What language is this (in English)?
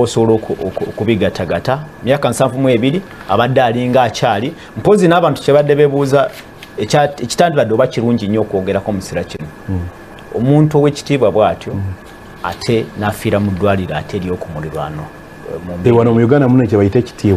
Ganda